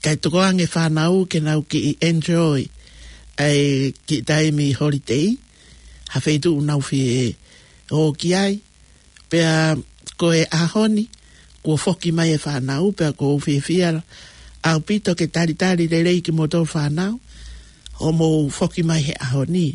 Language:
Tongan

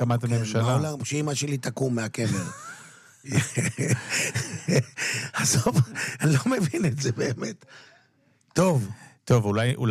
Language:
Hebrew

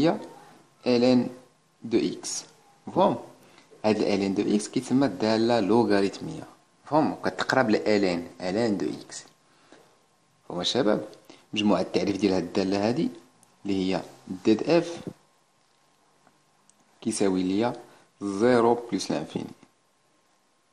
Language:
Moroccan Arabic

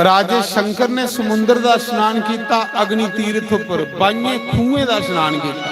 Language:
Dogri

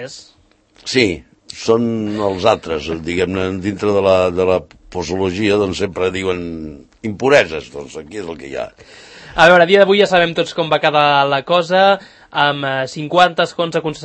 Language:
Catalan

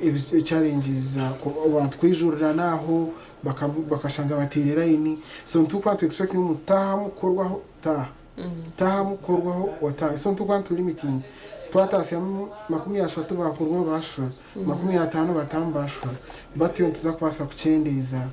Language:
Nyankole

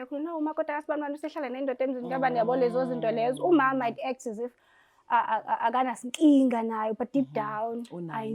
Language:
Zulu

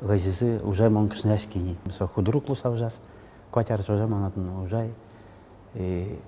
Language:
Udmurt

